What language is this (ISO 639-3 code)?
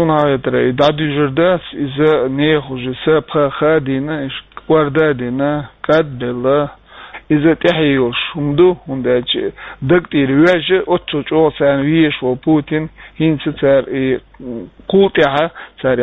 che